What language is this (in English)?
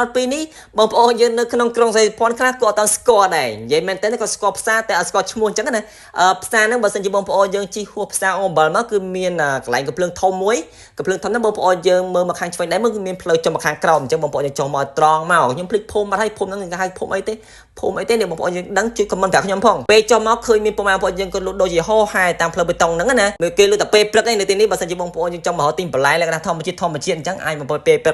Khmer